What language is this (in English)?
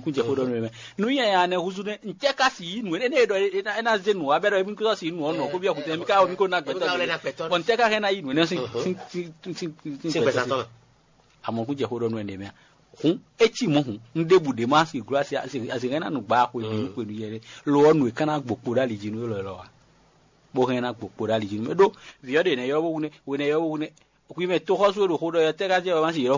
Fon